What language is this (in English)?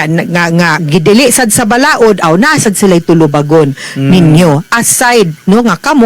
Cebuano